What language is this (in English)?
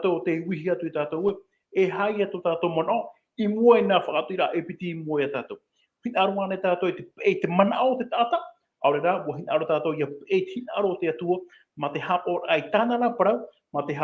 Tahitian